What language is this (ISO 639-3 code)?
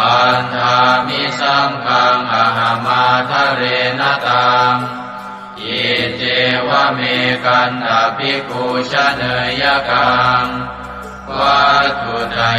pli